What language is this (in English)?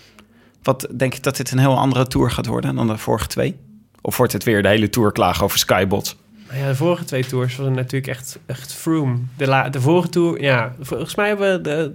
Dutch